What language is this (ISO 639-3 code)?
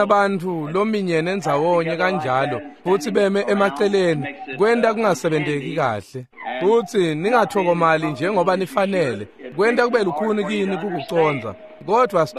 ssw